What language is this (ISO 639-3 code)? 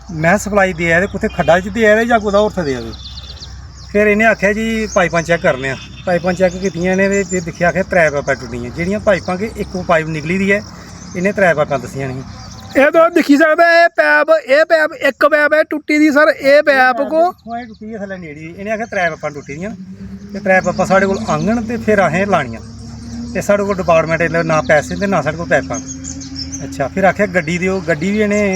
doi